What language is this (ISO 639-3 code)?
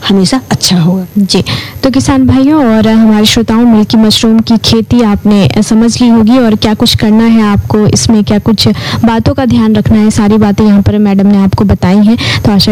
hin